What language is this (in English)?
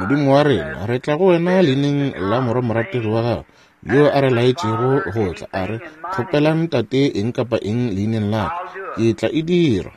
Northern Sotho